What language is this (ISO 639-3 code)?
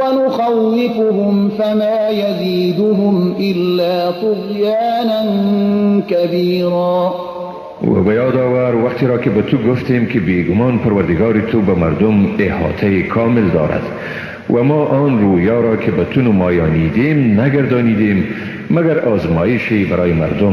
fas